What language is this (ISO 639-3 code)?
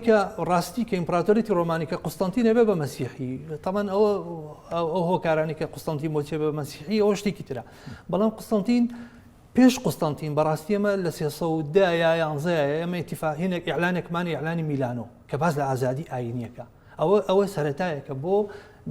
ckb